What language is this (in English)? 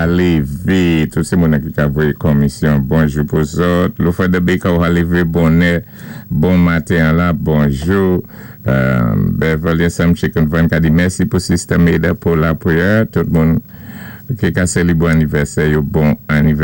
Saint Lucian Creole French